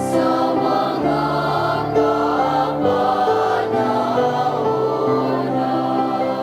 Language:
Bikol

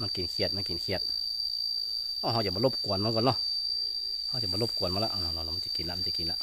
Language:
Lao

